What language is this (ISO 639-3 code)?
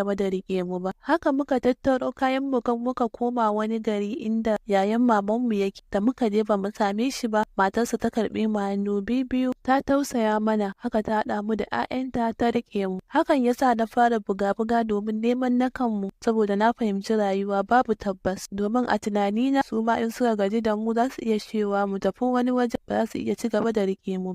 hau